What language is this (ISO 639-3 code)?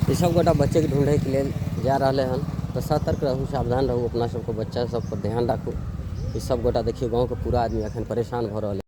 mai